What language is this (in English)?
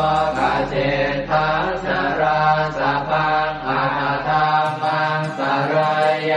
Pali